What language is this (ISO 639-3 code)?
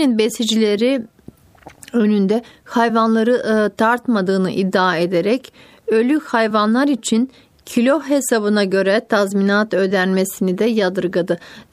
tur